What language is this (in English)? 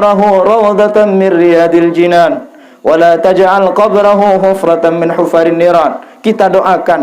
Sasak